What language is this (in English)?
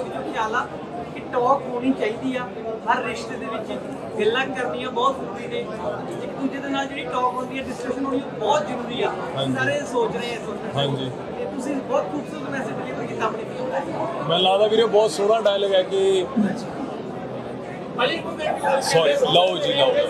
Punjabi